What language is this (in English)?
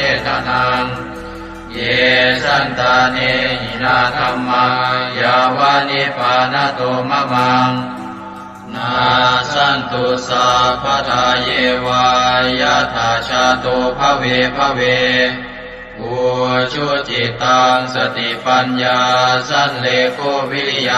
Pali